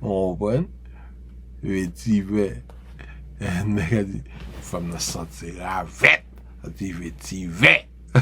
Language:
Haitian Creole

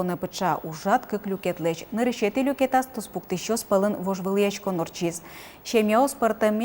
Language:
Udmurt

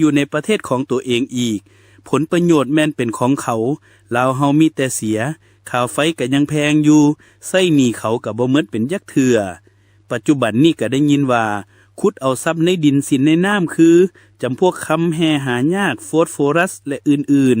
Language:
Lao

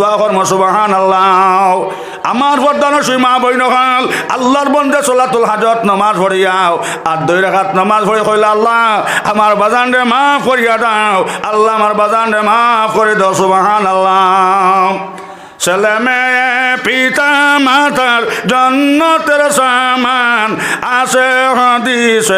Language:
Sylheti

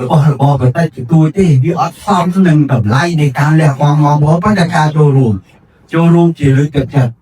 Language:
Khmer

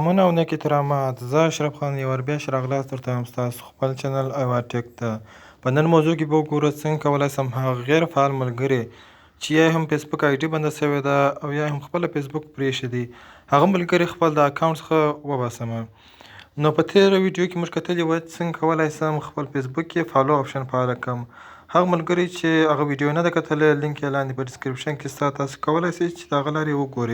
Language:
Pashto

